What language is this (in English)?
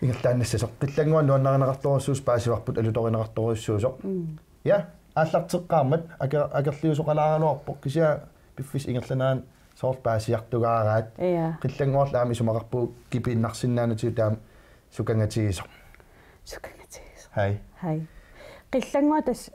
Kalaallisut